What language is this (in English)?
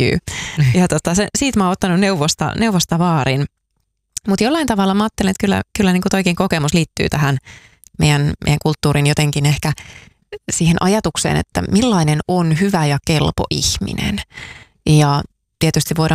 Finnish